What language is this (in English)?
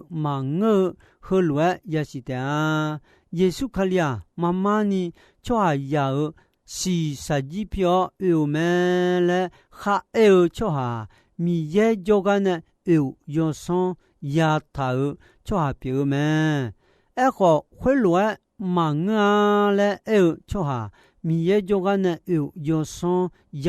Akha